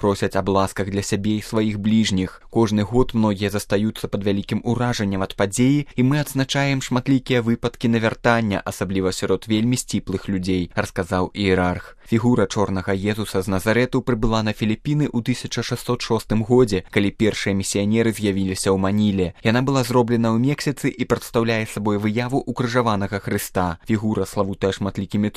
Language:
Belarusian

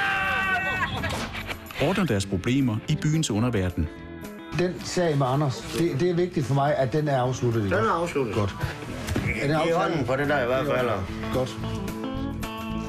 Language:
Danish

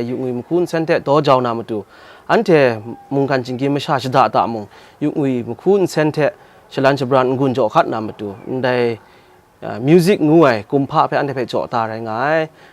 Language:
Kachin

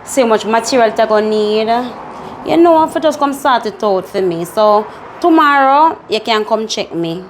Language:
Jamaican Creole English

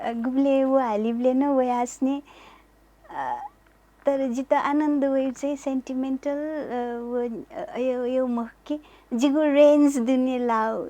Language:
Newari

